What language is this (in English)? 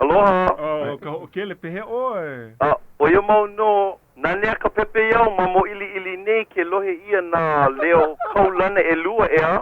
Hawaiian